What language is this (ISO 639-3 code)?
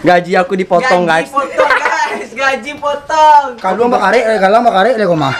min